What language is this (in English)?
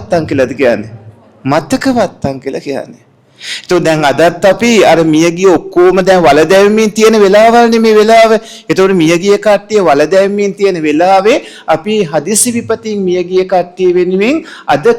Sinhala